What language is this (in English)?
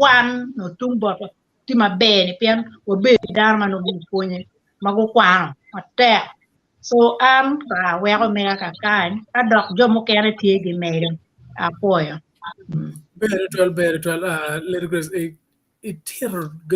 Acoli